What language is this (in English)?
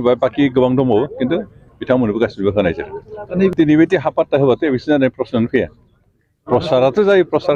Bodo